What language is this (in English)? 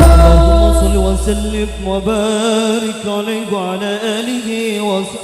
Madurese